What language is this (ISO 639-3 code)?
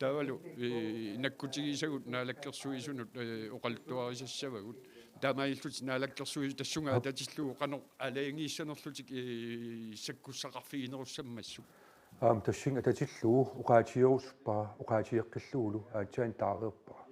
kal